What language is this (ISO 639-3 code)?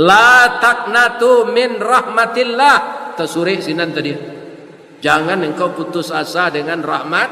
min